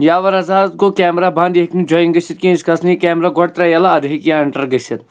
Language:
Kashmiri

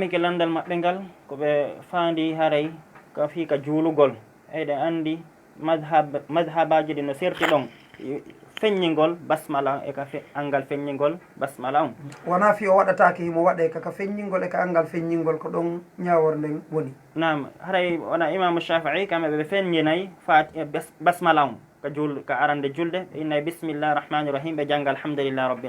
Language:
Fula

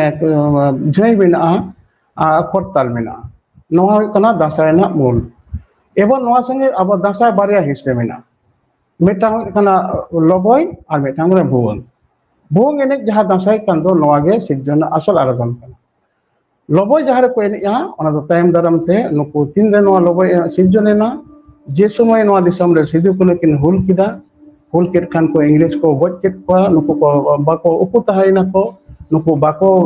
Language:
Santali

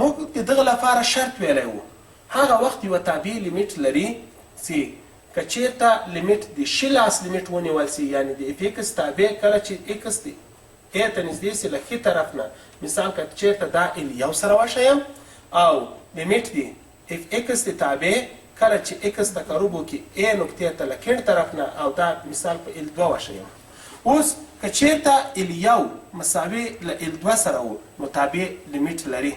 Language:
Pashto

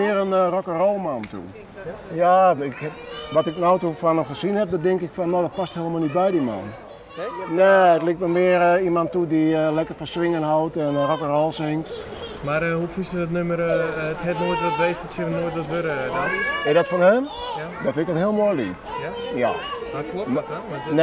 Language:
Western Frisian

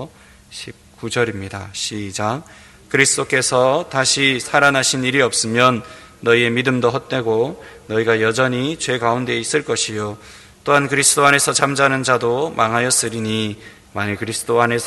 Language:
Korean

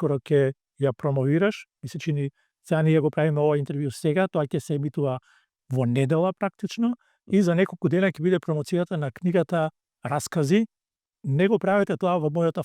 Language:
Macedonian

